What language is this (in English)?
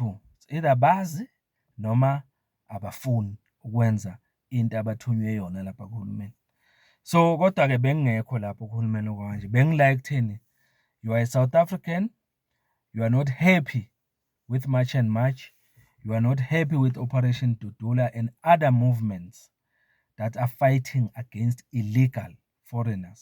Zulu